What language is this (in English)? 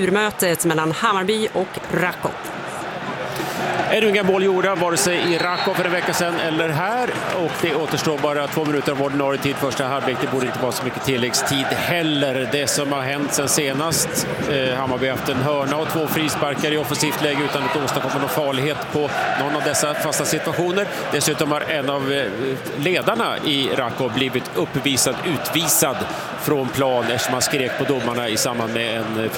Swedish